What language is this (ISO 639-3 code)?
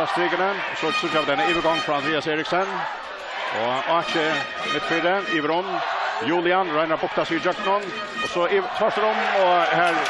fao